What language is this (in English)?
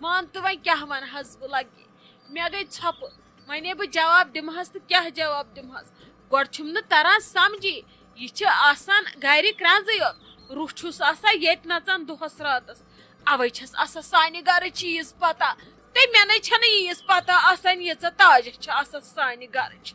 Kashmiri